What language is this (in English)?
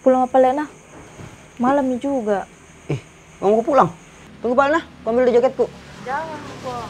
Makassar Malay